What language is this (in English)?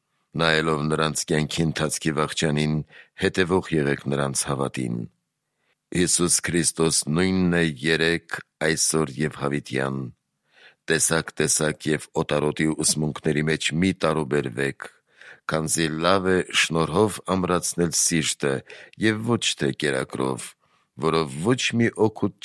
Armenian